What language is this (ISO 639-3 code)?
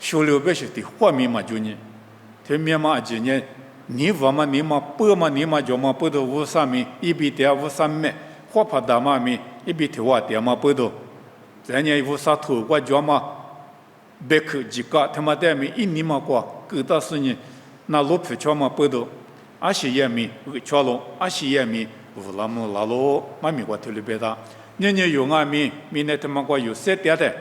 lis